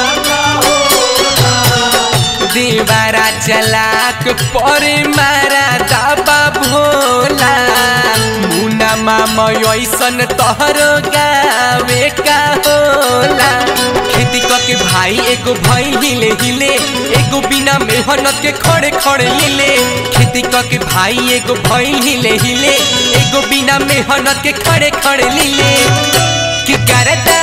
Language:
Bhojpuri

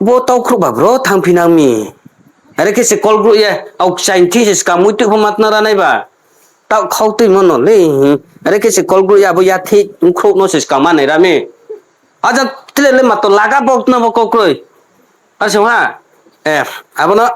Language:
Riang (India)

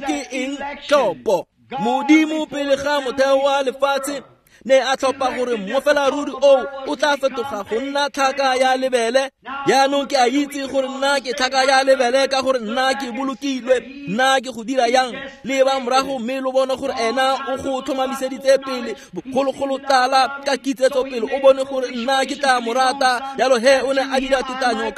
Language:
Tswana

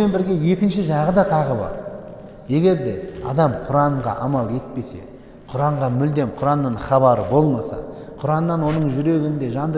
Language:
Kazakh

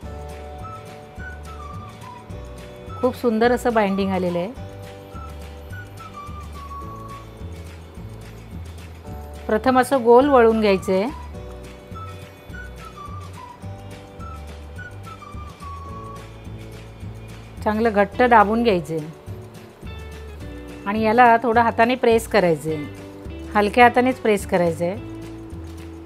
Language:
Marathi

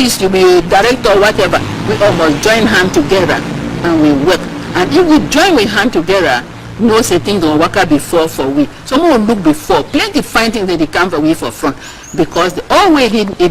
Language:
Nigerian Pidgin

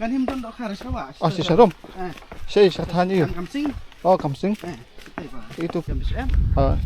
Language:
Khasi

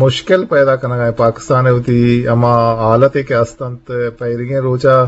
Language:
Eastern Balochi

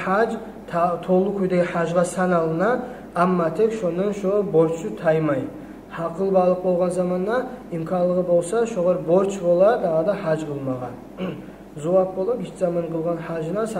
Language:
Kumyk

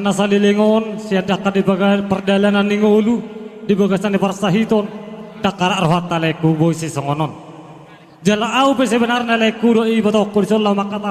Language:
Batak Toba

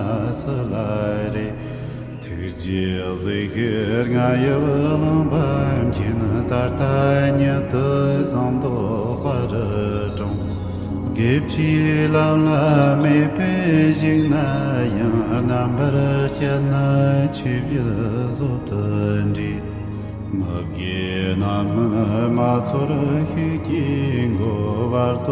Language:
Tibetan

